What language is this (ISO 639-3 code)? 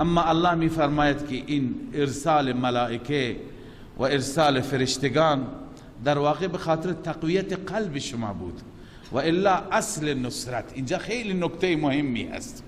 fas